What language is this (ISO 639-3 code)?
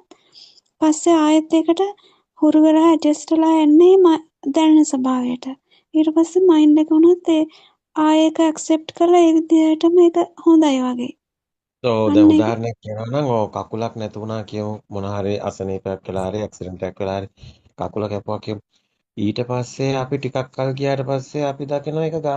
sin